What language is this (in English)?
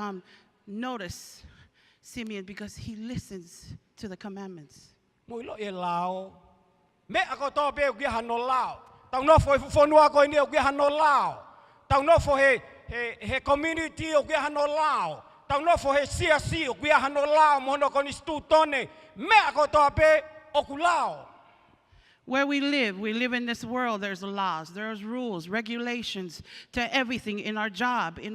Tongan